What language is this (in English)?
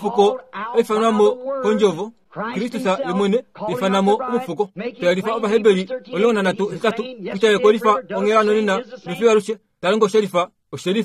Kuanyama